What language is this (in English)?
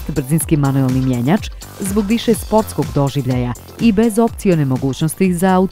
Bosnian